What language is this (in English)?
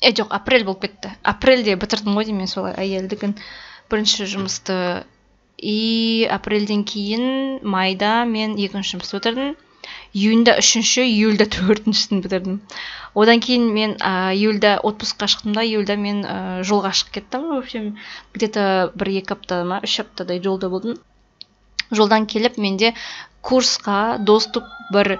Kazakh